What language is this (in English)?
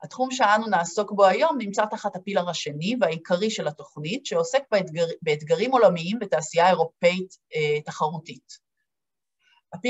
Hebrew